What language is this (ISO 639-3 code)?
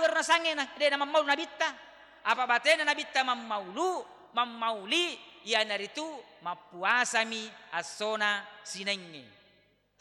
bug